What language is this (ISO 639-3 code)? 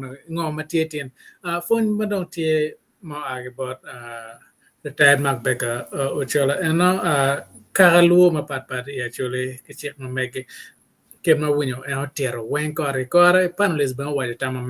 ach